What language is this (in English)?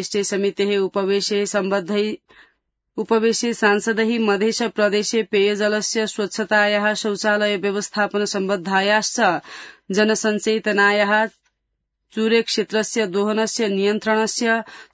Sanskrit